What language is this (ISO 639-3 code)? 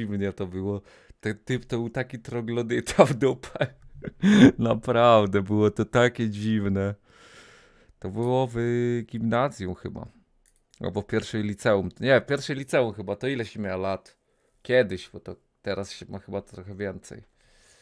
pol